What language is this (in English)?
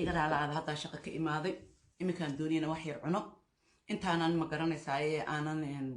Somali